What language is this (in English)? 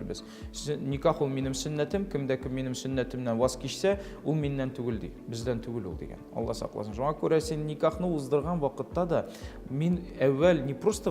Tatar